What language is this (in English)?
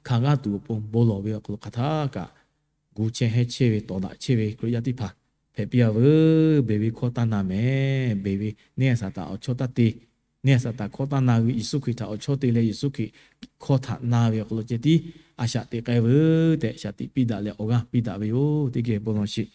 Lahu